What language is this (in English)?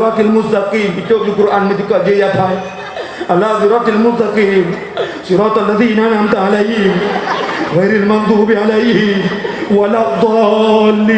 Achinese